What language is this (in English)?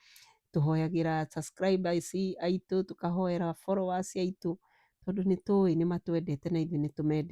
Kikuyu